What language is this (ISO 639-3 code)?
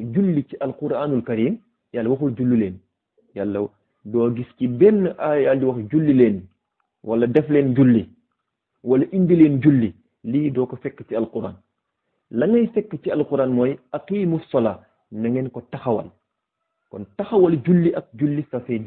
wol